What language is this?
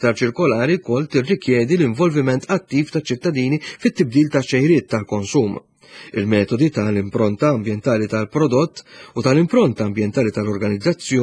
Maltese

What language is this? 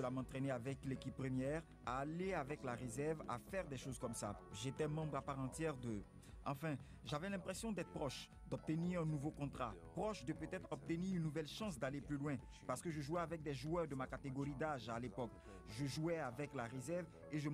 French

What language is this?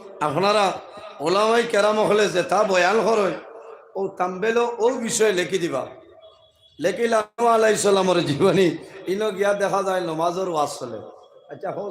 Sylheti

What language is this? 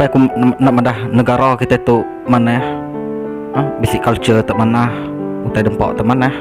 Iban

